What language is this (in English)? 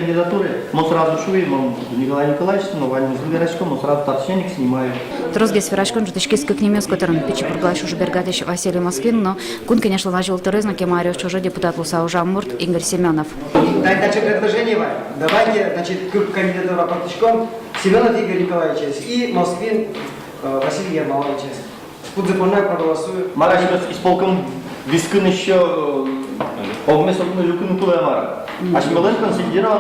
Udmurt